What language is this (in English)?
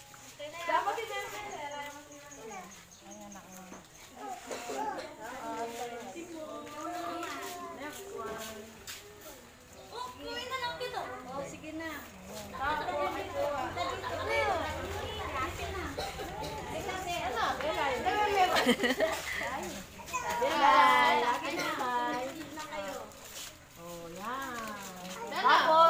Filipino